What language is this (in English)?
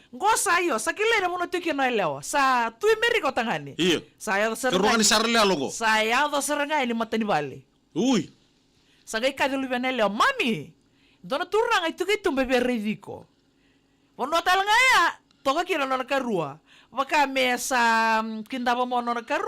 Fijian